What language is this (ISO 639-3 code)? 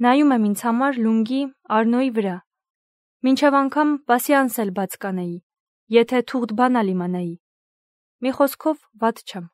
hye